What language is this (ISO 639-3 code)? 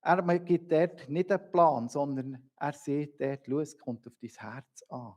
gsw